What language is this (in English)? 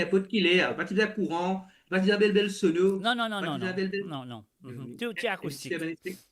Morisyen